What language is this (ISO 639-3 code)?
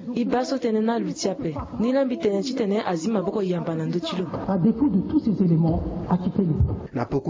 sag